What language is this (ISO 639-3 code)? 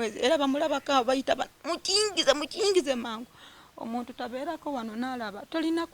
lug